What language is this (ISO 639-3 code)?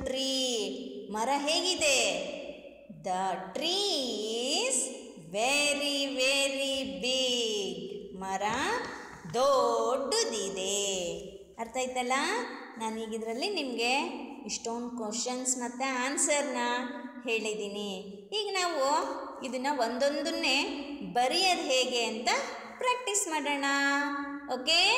kan